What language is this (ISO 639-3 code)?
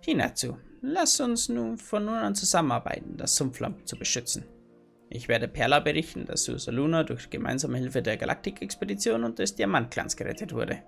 bar